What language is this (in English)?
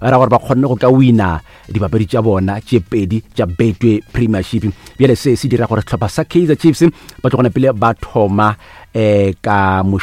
Northern Sotho